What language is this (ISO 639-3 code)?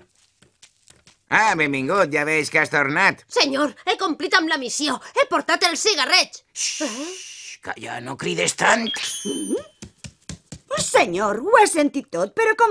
cat